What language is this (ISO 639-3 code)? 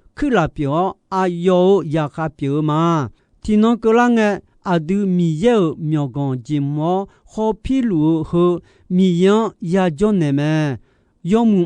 ahk